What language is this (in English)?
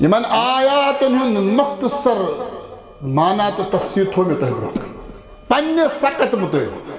Kashmiri